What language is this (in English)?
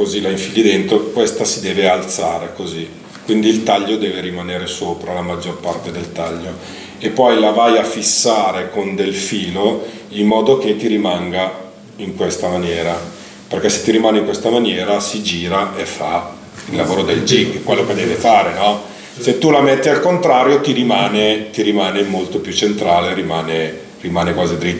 Italian